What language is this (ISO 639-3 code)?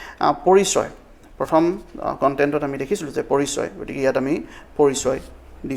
asm